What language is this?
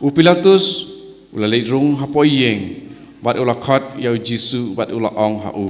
Khasi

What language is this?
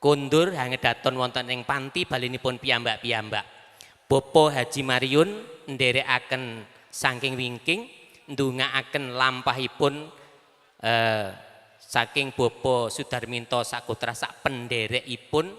Javanese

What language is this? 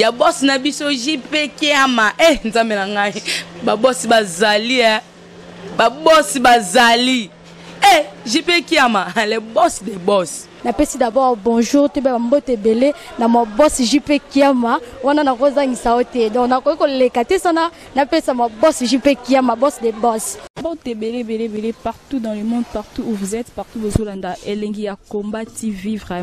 Lingala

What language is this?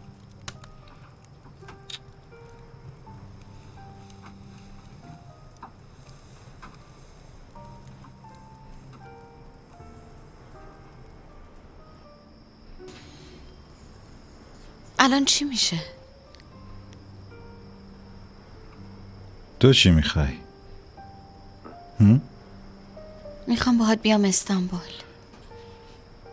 Persian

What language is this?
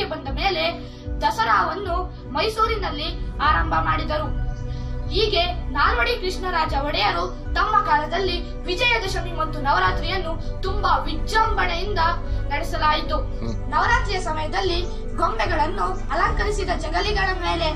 Kannada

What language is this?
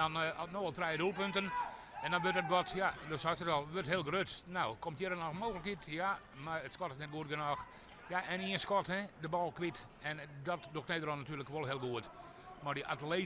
Western Frisian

